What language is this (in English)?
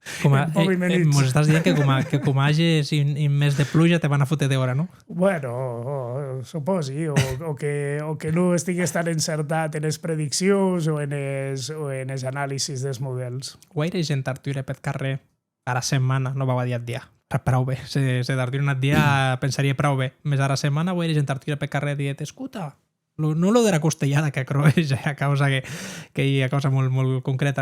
Occitan